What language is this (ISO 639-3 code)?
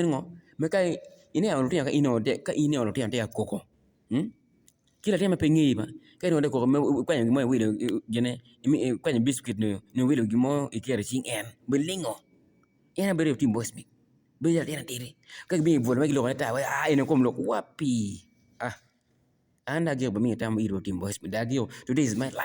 ach